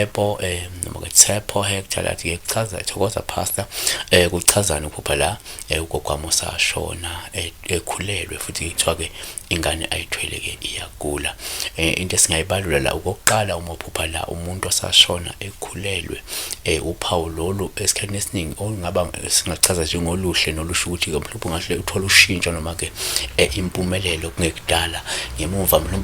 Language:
Zulu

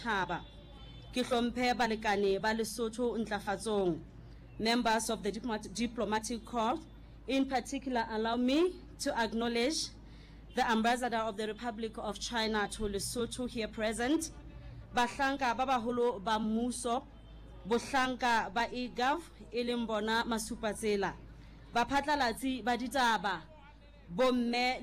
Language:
Southern Sotho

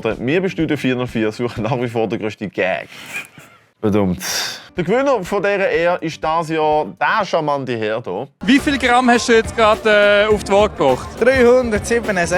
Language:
Swiss German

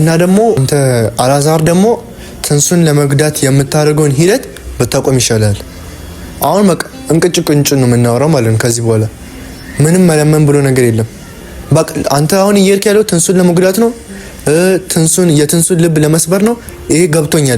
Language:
Amharic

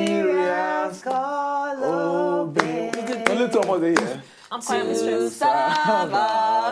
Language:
Nigerian Pidgin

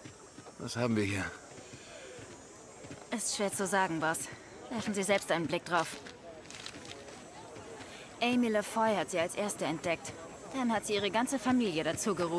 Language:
German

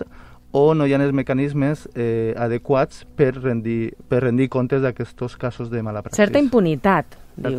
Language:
Catalan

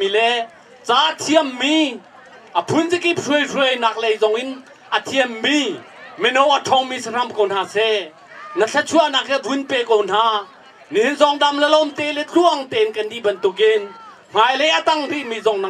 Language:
Hakha Chin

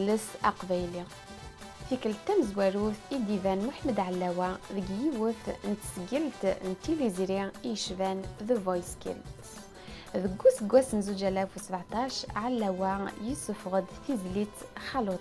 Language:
Kabyle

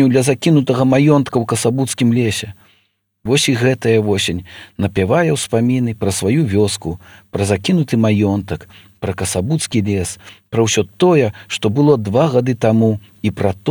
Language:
Belarusian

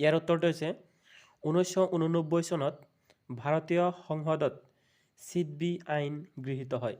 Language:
Assamese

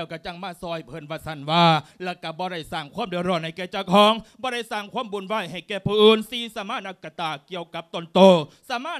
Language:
Lao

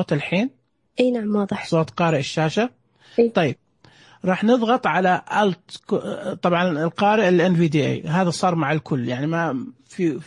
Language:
Najdi Arabic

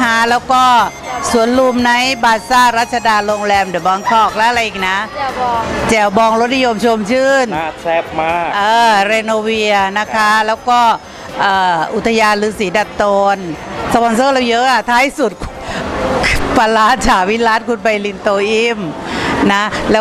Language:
Thai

